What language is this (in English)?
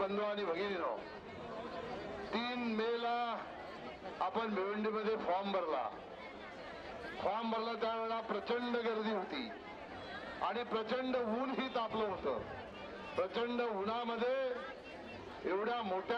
Marathi